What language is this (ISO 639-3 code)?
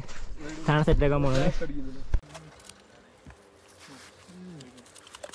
mal